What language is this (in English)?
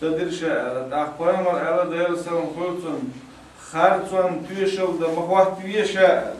Chechen